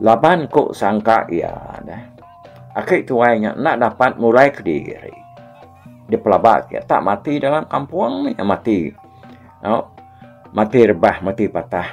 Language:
Iban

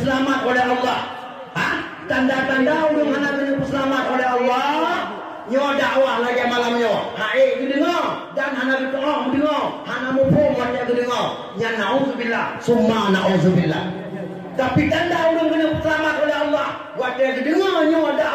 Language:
Achinese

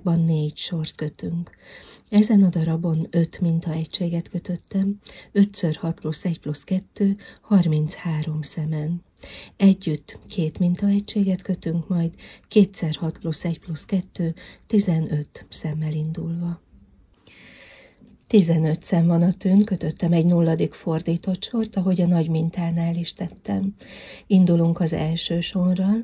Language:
Hungarian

